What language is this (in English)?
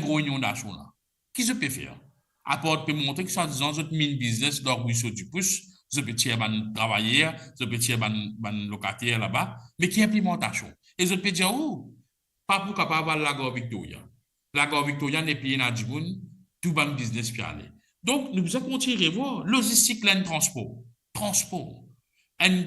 Morisyen